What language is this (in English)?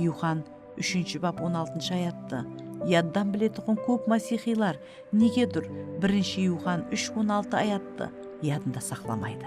Kara-Kalpak